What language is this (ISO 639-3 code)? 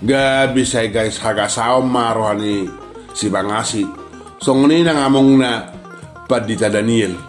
bbc